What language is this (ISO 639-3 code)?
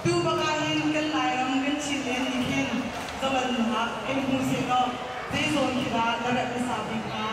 cnh